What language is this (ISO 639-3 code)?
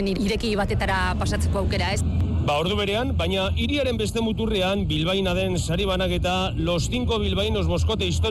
eus